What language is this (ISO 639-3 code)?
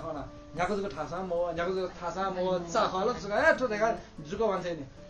new